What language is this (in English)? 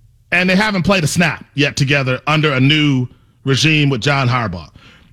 English